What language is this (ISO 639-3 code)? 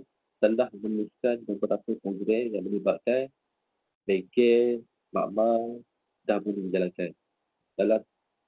msa